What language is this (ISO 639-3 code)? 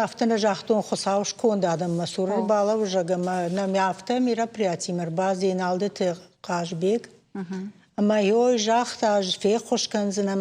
oss